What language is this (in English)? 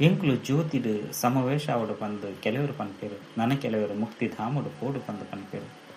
Tulu